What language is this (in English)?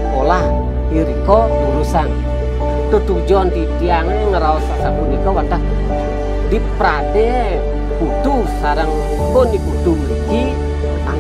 Balinese